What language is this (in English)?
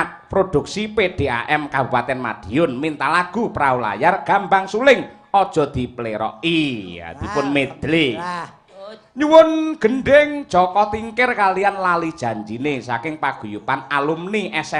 Javanese